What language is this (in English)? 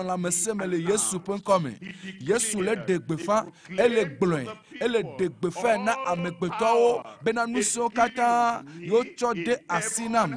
Ewe